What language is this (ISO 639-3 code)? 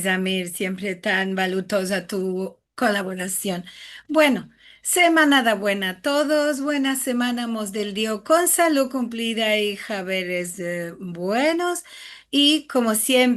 lad